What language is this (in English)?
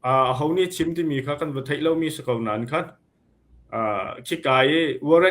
Hakha Chin